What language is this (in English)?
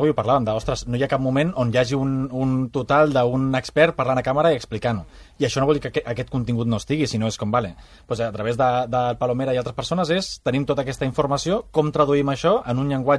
Catalan